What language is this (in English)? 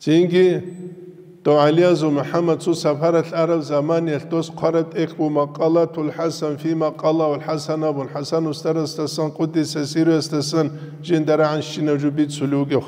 Avaric